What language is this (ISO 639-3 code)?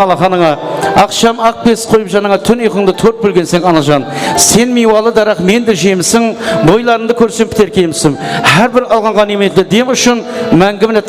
kaa